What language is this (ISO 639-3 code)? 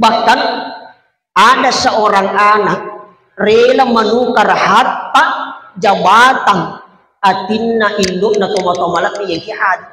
bug